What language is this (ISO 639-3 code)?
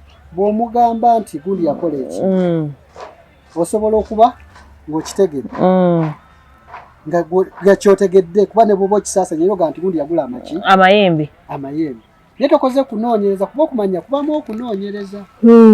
lug